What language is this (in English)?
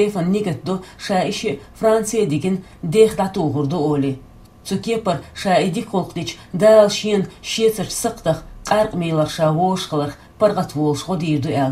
Chechen